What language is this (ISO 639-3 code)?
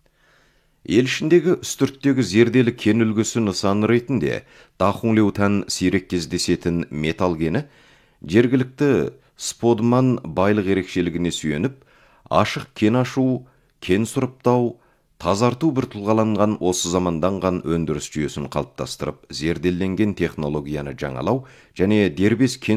kaz